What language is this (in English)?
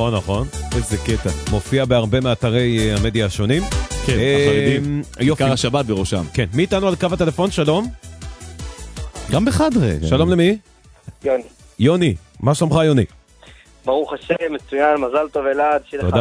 Hebrew